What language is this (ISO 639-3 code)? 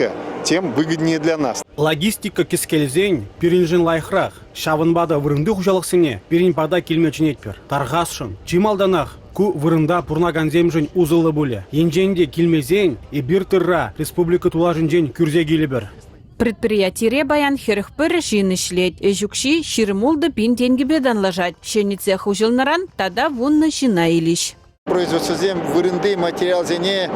chv